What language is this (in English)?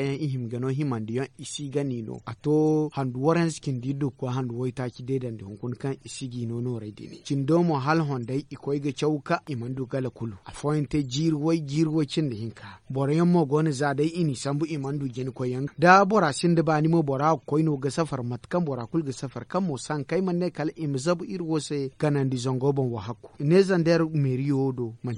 Zarma